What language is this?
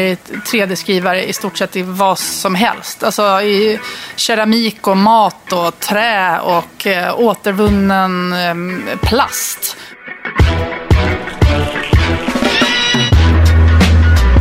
Swedish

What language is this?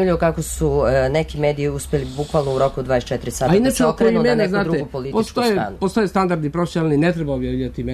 Serbian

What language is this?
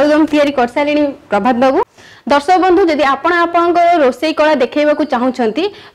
Odia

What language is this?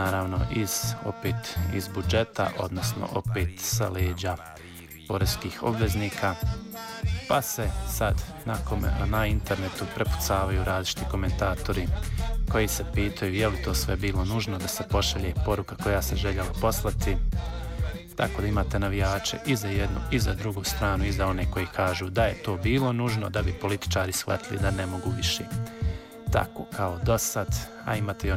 Bosnian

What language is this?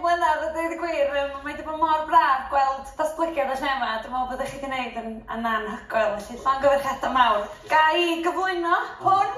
Welsh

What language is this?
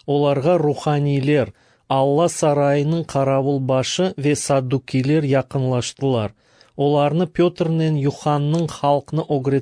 Crimean Tatar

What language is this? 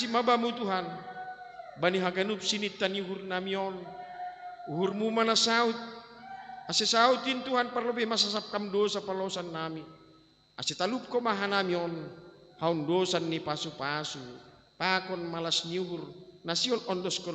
Batak Simalungun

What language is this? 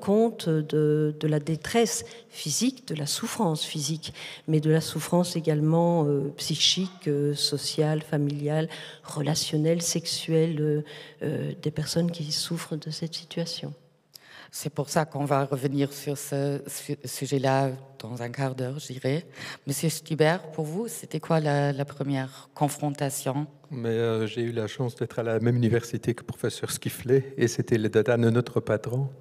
French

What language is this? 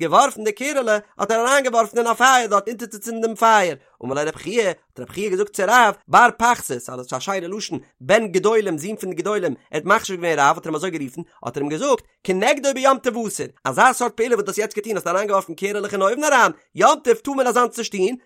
Yiddish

